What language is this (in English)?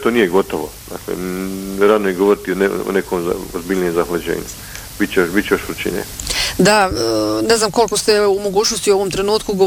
Bosnian